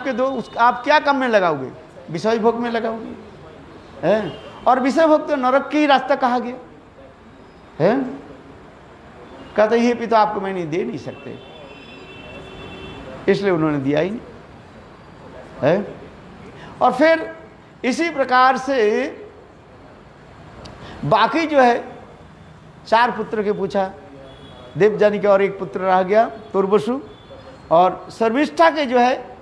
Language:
Hindi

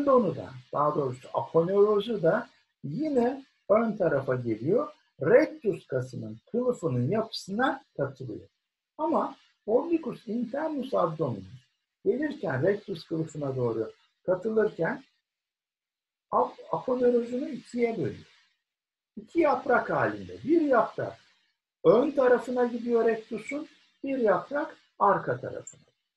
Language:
Turkish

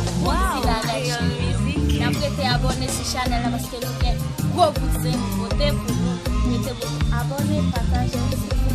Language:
Haitian Creole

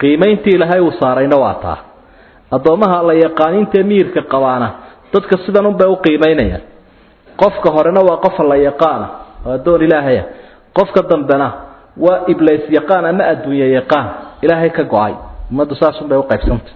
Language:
Somali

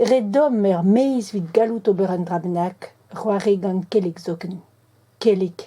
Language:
Breton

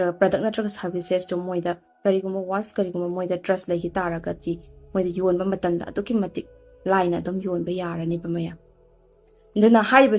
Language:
Manipuri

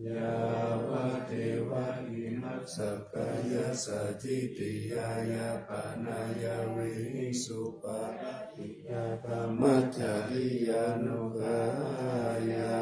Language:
Pali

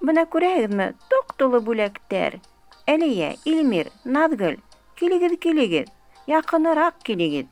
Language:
Bashkir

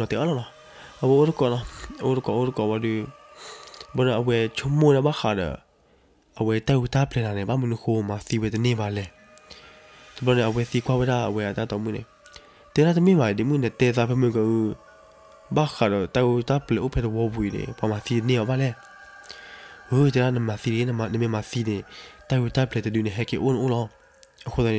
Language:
S'gaw Karen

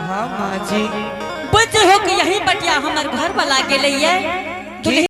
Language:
Angika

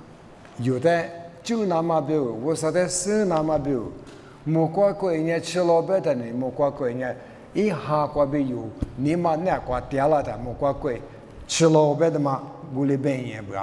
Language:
Lisu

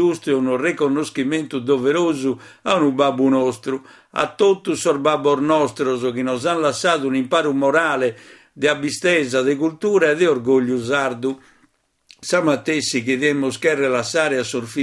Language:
Sardinian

